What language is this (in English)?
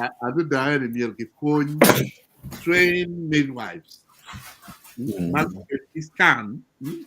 Acoli